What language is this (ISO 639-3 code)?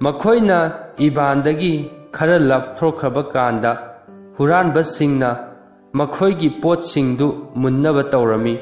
mni